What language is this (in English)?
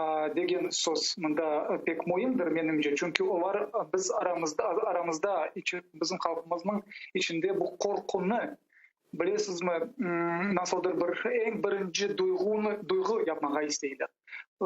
Crimean Tatar